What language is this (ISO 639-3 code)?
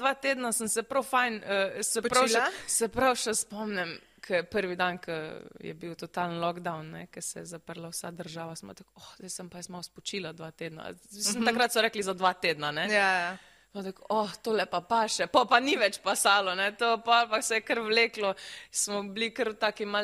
slv